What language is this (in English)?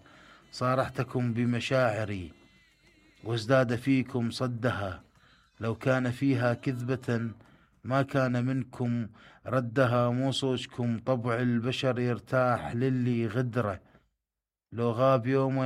Mesopotamian Arabic